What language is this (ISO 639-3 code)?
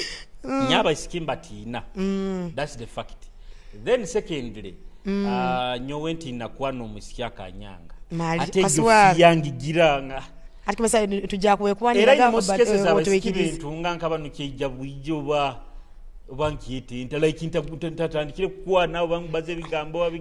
nyo